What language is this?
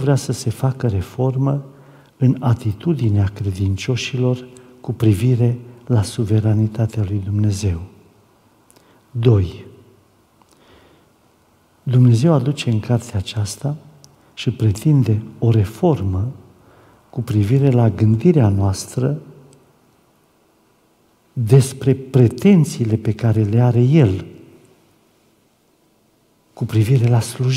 Romanian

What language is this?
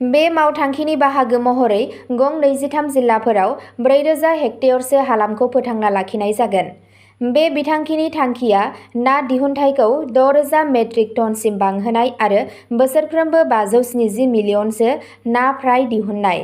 Bodo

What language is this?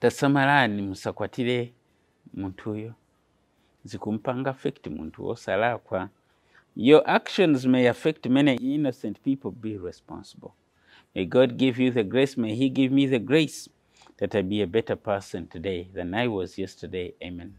Nyanja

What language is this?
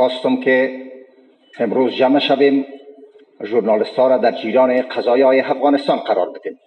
Persian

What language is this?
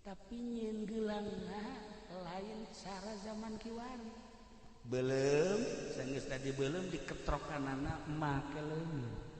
Sundanese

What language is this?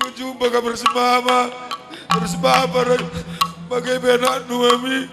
Batak Karo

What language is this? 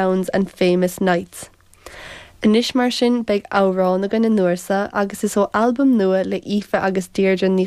Irish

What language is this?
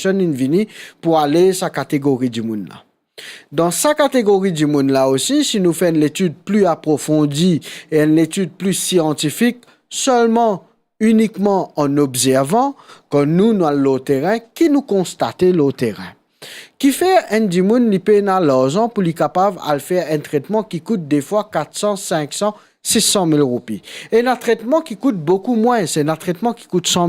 Morisyen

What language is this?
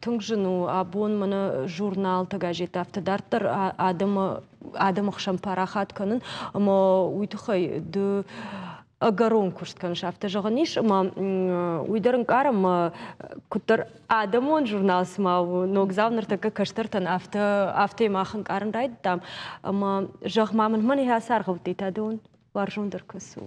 Ossetic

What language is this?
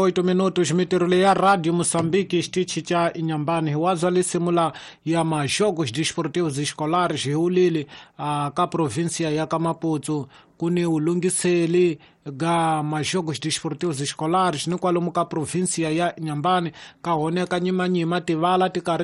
Tsonga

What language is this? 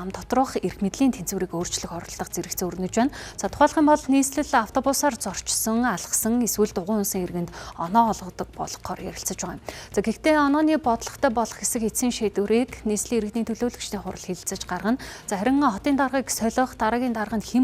Mongolian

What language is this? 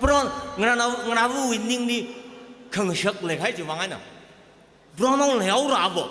Tangkhul Naga (India)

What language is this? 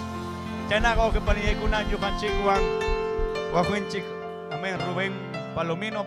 Ayacucho Quechua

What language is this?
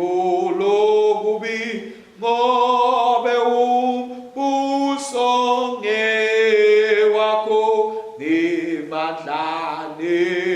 Swati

